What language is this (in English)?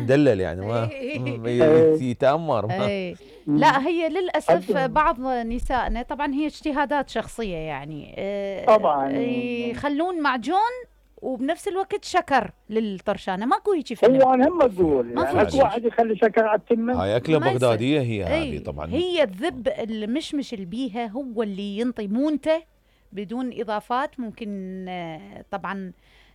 Mesopotamian Arabic